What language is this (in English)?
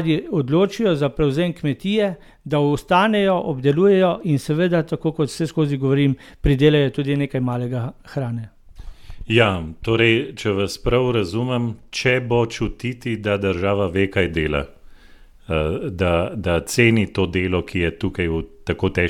Slovenian